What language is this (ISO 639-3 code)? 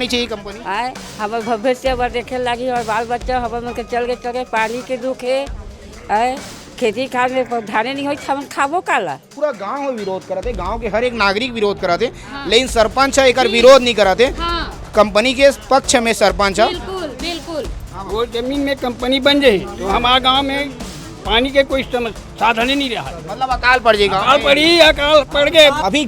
hne